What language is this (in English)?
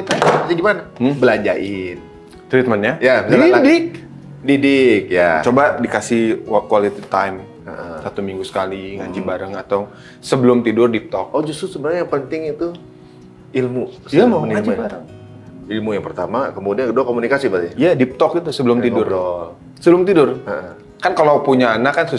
Indonesian